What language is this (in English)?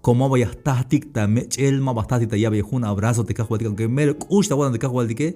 Tzeltal